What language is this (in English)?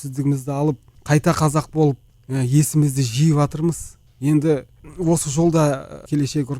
Kazakh